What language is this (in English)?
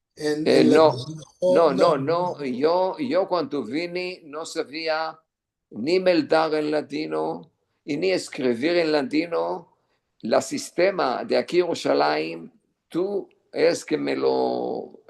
Ladino